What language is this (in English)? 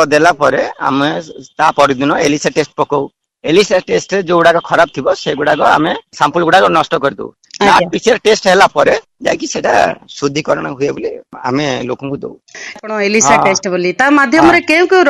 Odia